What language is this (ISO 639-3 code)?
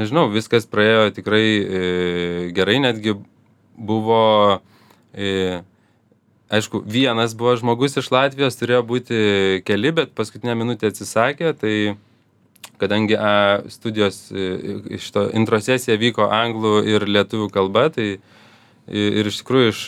lit